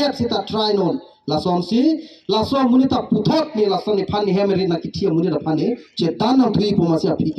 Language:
Karbi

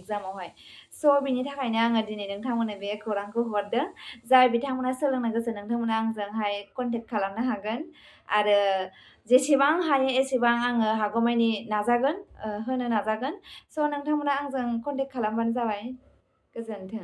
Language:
Bodo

